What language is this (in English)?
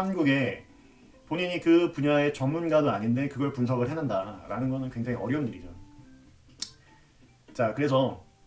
Korean